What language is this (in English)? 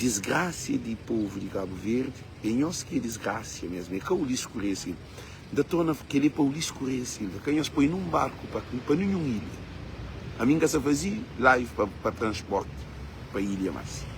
Kabuverdianu